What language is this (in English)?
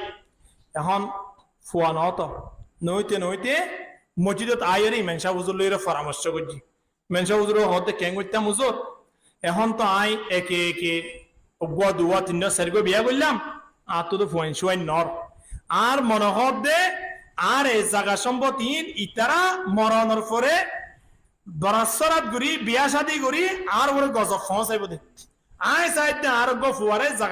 Rohingya